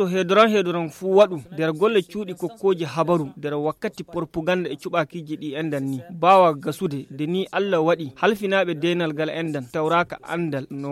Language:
Fula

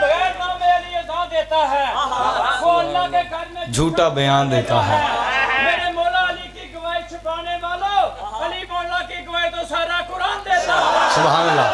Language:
Pahari-Potwari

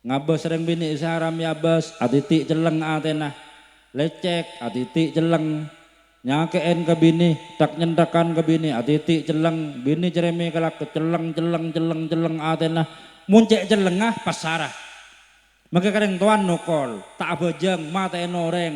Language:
Madurese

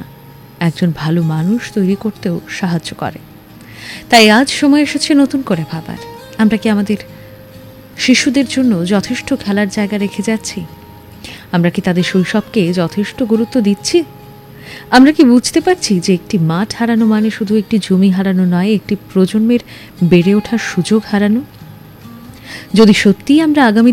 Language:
Bangla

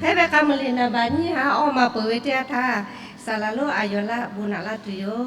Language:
Lahu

